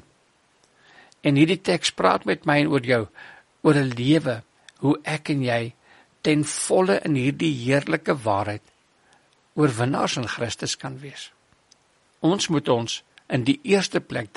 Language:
Afrikaans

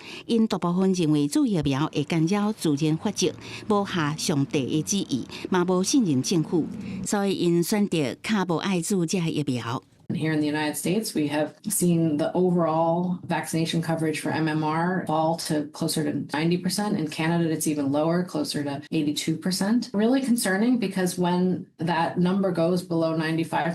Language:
Min Nan Chinese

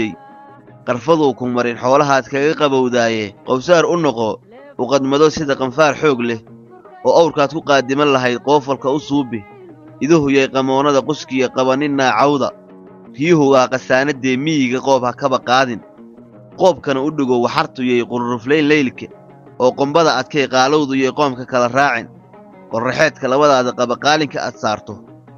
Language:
Somali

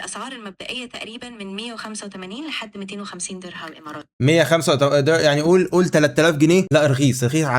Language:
Egyptian Arabic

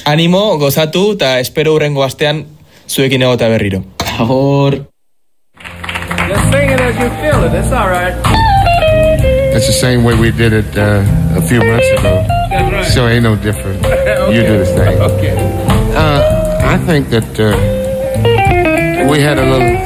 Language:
Basque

